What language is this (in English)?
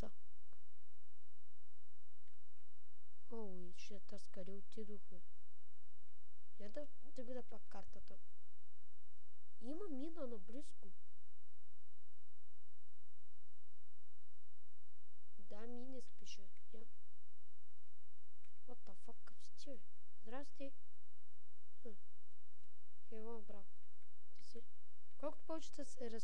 Bulgarian